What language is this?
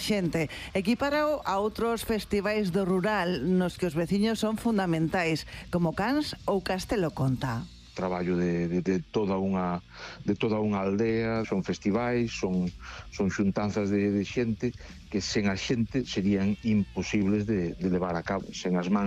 Galician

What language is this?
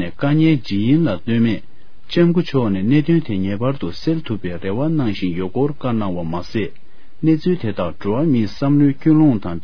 Tibetan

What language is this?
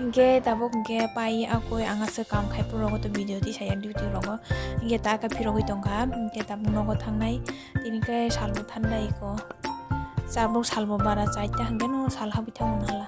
Kok Borok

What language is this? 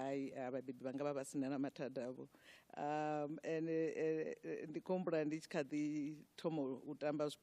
Venda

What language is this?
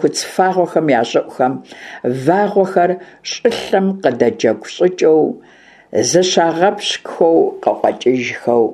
Kabardian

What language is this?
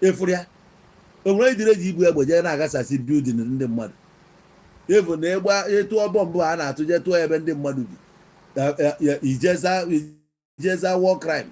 Igbo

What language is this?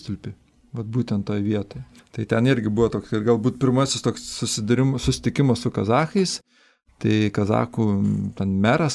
Lithuanian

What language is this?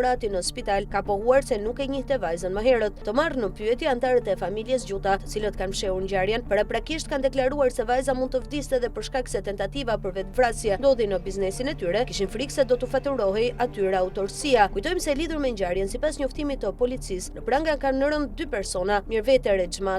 Albanian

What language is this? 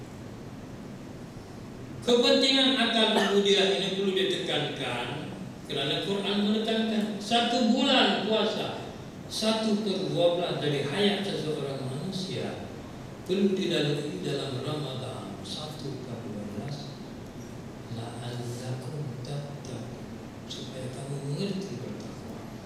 Malay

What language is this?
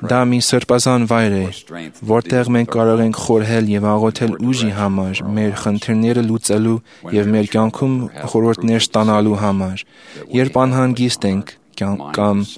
Armenian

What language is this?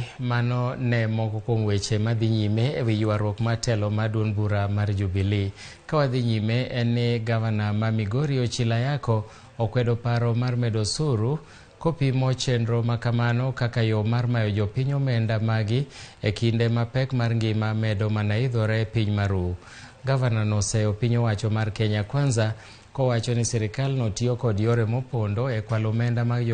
Luo (Kenya and Tanzania)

